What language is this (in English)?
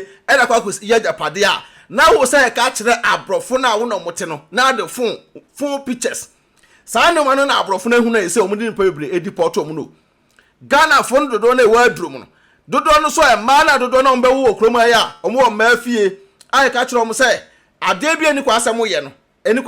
Akan